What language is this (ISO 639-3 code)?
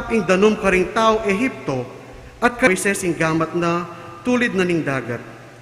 pam